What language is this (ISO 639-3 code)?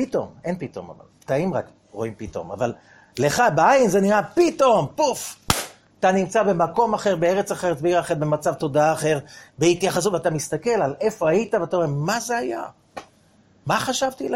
heb